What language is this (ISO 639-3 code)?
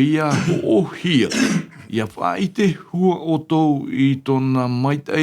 tah